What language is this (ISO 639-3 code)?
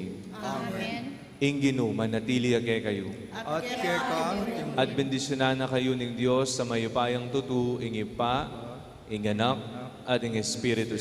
pam